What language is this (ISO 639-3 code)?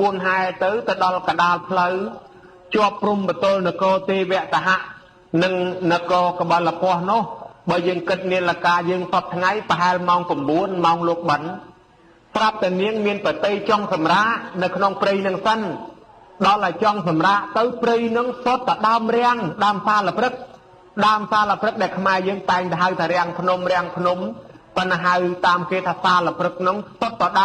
khm